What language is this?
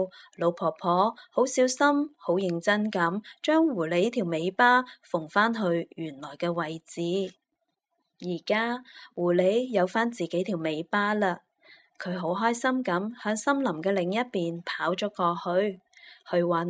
Cantonese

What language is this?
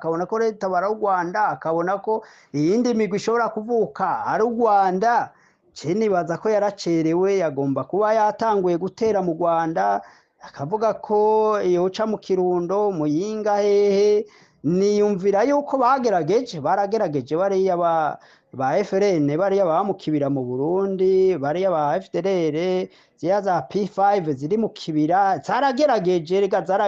Rundi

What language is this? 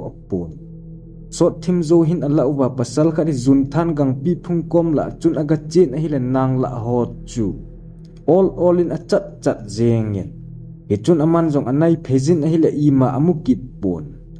Thado Chin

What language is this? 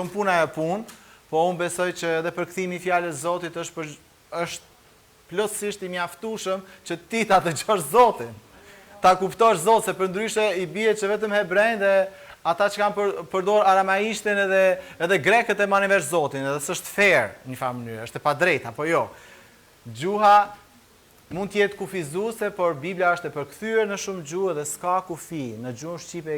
Albanian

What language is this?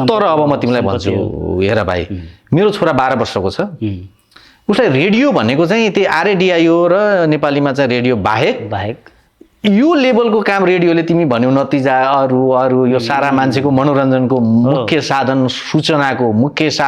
Nepali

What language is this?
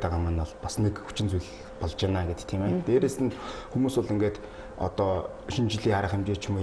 Mongolian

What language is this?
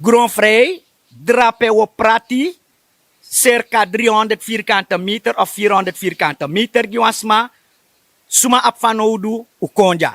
Sranan Tongo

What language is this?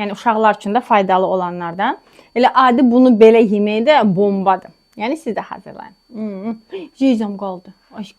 Azerbaijani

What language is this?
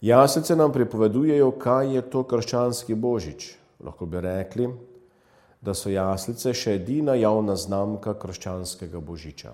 Slovenian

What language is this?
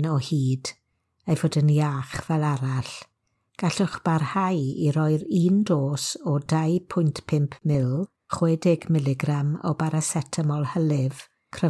Welsh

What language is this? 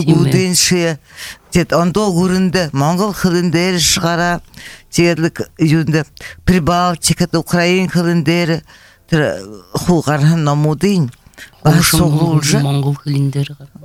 Buriat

